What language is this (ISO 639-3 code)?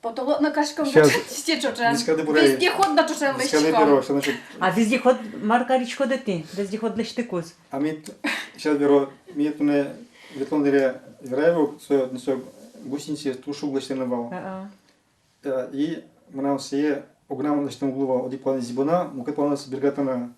udm